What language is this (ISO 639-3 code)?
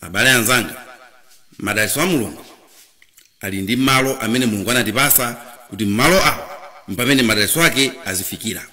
nya